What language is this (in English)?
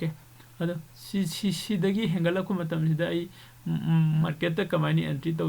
Manipuri